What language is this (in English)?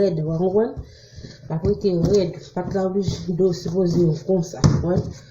Haitian Creole